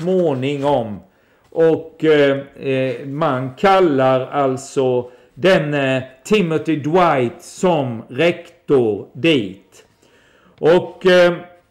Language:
Swedish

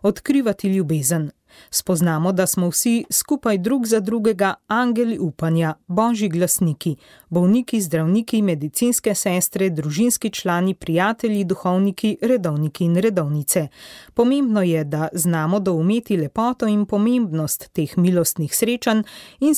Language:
Slovenian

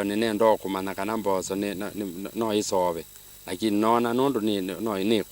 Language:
Kamba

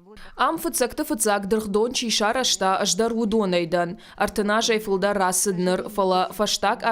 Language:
Ossetic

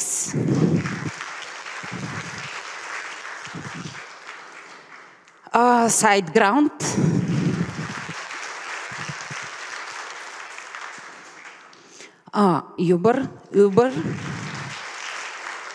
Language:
Bulgarian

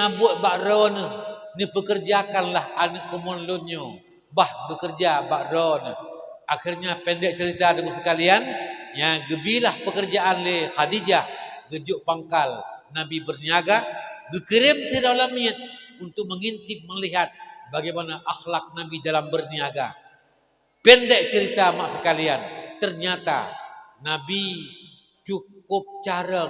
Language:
Achinese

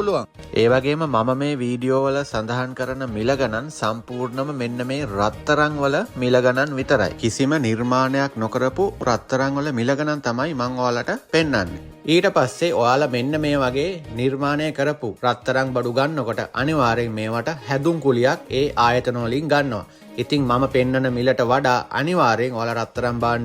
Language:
Sinhala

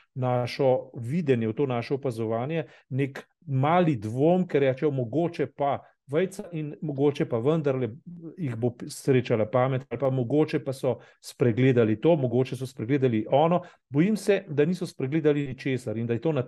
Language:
Slovenian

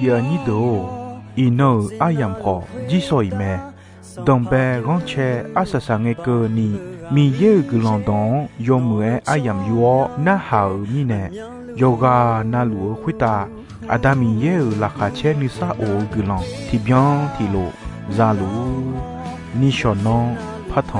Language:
Akha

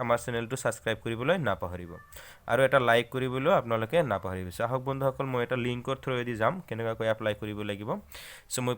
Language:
Assamese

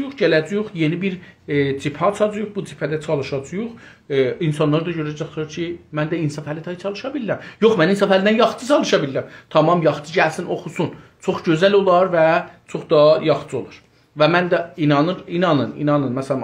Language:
South Azerbaijani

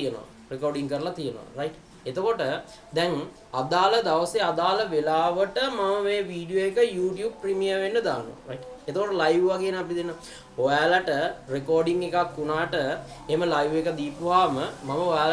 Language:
Sinhala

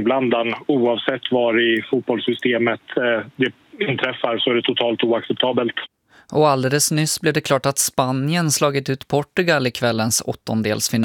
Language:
Swedish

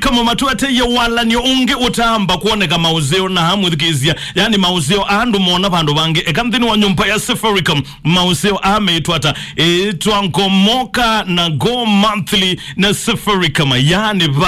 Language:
Kamba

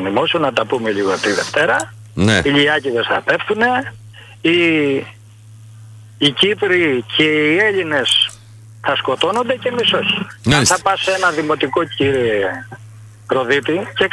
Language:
Greek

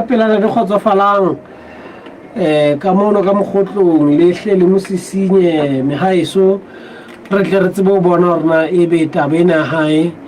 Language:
Southern Sotho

